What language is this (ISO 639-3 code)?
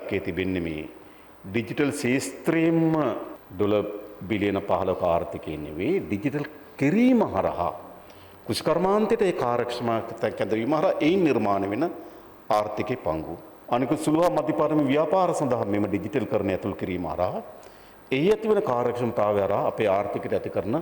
sin